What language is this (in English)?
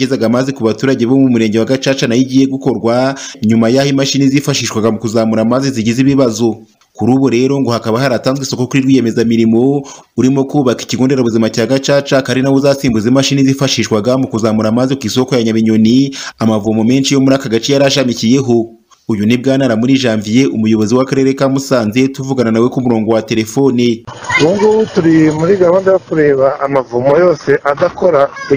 Kinyarwanda